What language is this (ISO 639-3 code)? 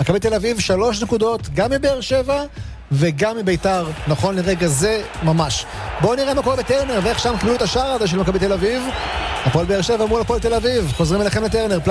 heb